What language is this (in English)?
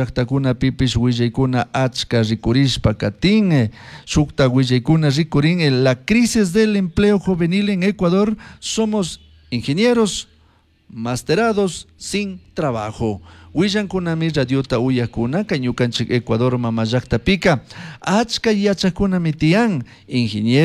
Chimborazo Highland Quichua